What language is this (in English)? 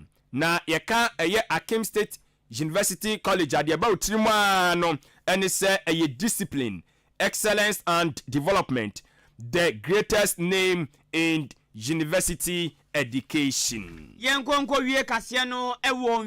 Akan